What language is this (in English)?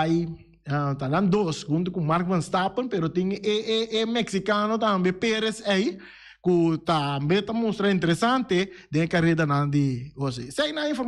Papiamento